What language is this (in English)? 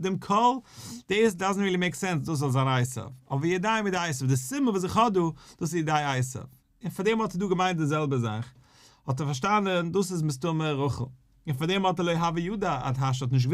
Yiddish